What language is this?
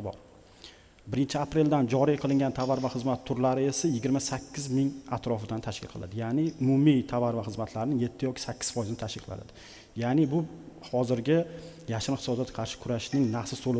Uzbek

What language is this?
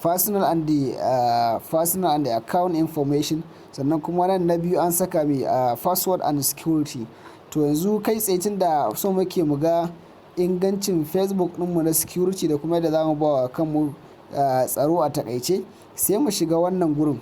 Hausa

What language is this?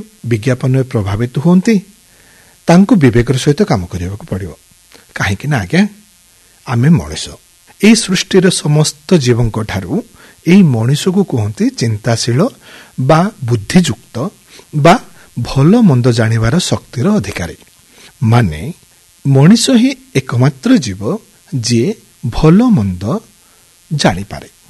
Odia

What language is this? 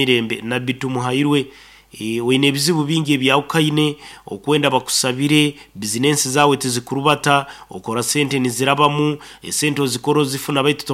Nyankole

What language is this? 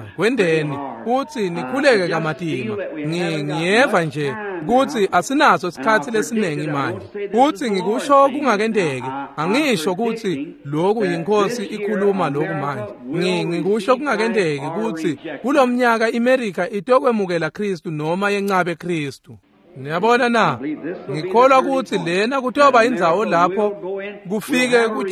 Swati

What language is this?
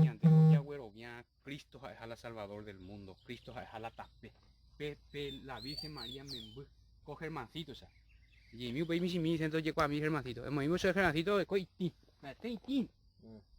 Guarani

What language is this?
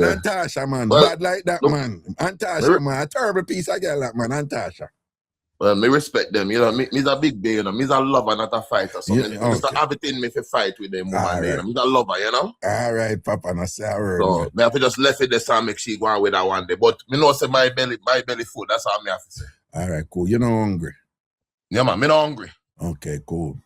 Jamaican Creole English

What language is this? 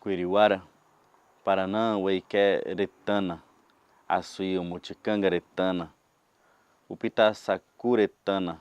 Nheengatu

